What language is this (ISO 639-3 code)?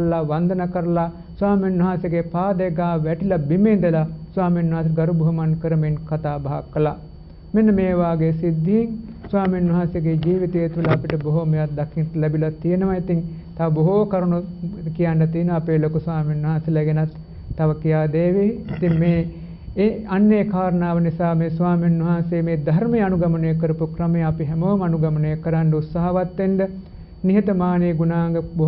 sin